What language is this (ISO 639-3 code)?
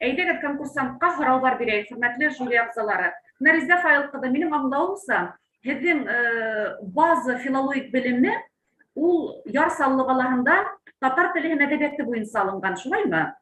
bak